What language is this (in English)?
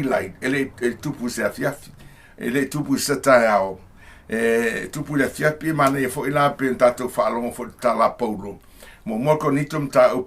Samoan